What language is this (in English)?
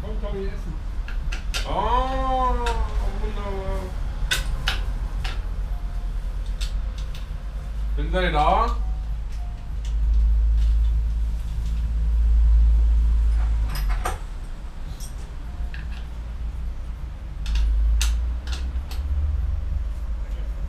German